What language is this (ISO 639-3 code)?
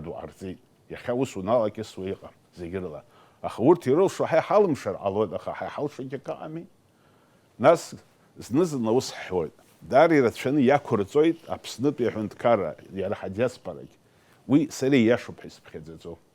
abk